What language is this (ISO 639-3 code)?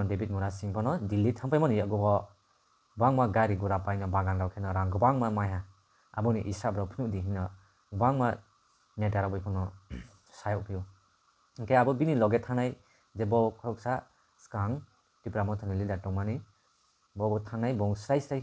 trp